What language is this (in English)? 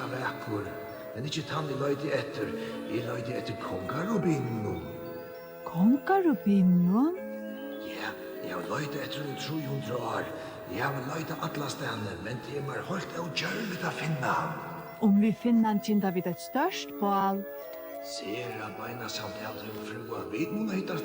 Faroese